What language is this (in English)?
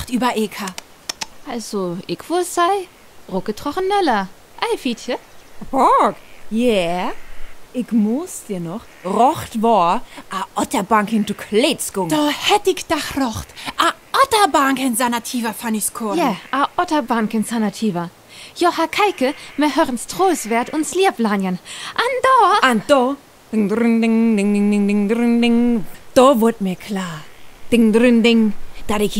Northern Frisian